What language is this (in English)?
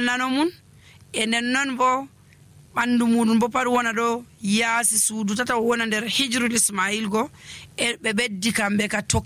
Nigerian Fulfulde